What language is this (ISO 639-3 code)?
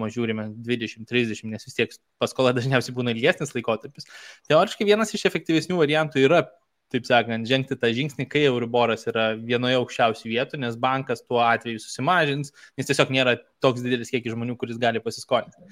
lit